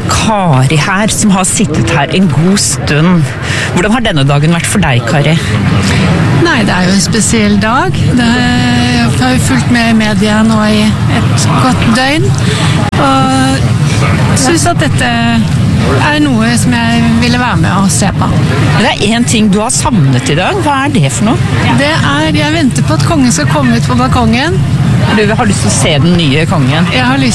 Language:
Norwegian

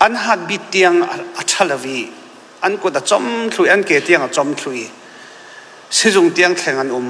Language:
Falam Chin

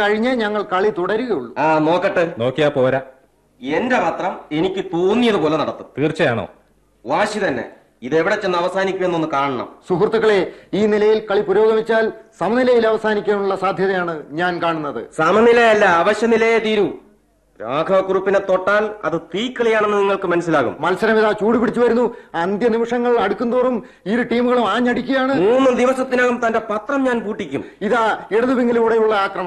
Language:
Malayalam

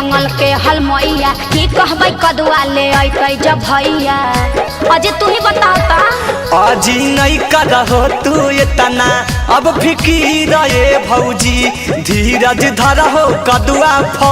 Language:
Magahi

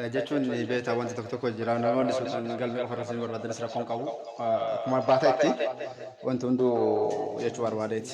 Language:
Oromo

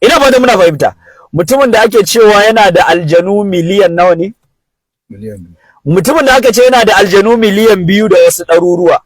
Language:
Hausa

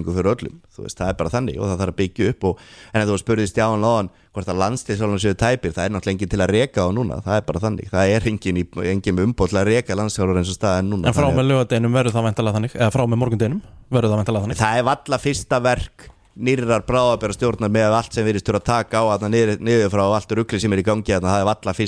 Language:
Icelandic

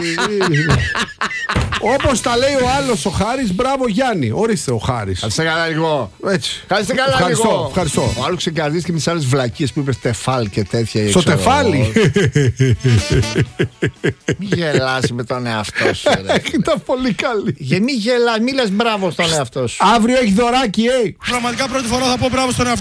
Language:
Greek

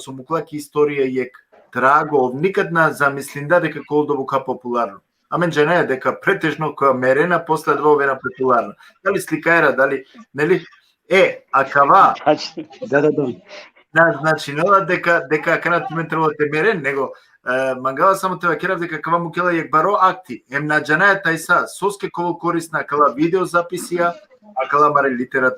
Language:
Balkan Romani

